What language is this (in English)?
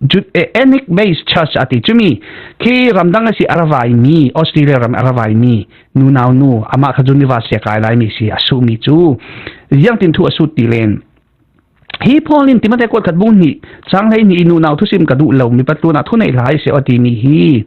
Falam Chin